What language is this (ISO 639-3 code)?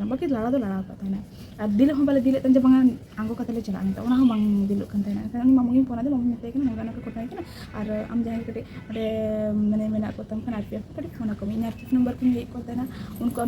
sat